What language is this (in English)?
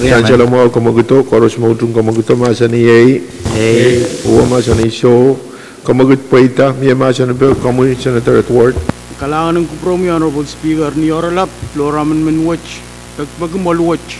Pohnpeian